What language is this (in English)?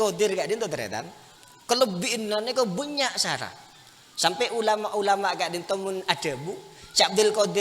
Madurese